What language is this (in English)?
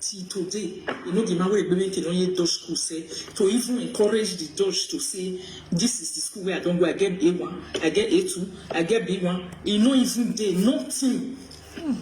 Nigerian Pidgin